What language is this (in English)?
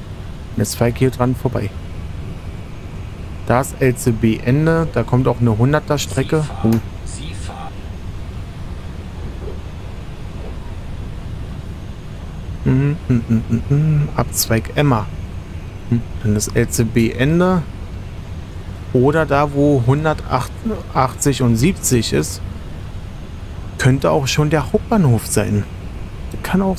German